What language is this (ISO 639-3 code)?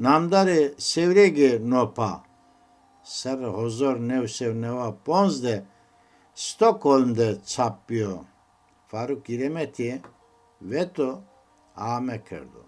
zza